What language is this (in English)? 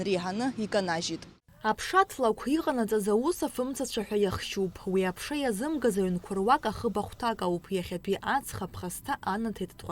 Abkhazian